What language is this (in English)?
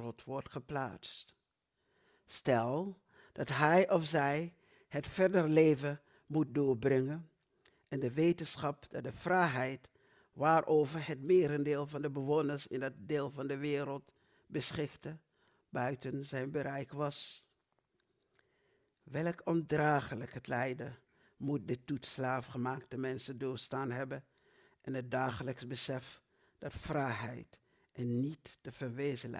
Dutch